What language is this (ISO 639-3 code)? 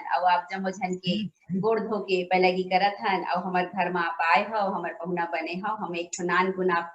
hne